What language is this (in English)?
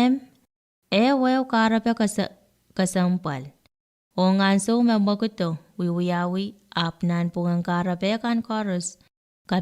Pohnpeian